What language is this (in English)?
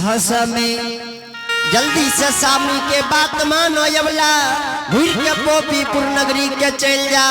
Angika